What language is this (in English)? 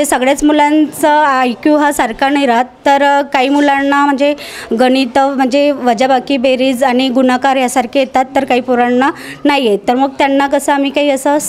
Marathi